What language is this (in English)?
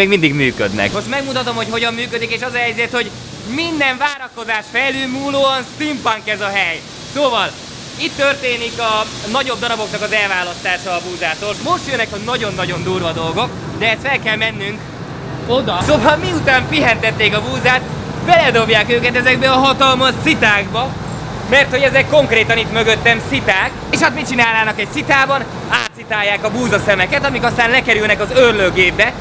Hungarian